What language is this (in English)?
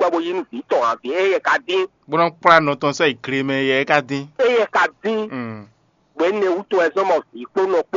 Fon